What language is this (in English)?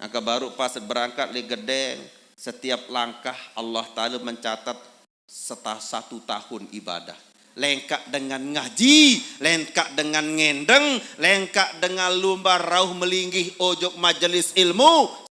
Sasak